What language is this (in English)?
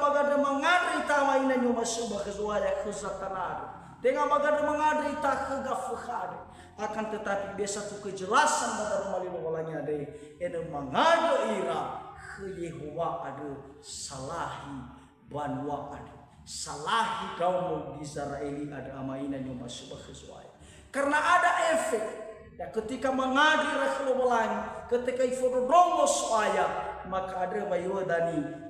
Nias